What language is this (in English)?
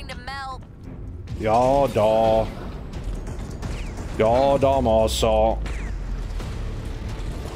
Norwegian